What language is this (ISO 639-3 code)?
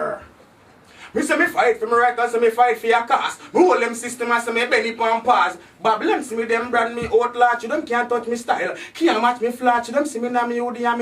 jam